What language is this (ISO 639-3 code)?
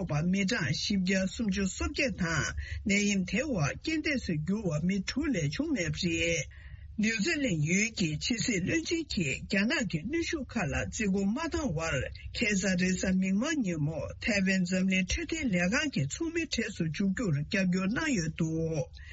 bod